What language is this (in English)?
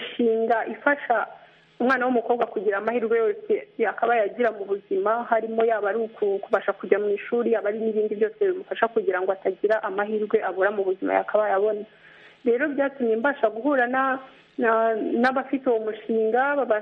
Kinyarwanda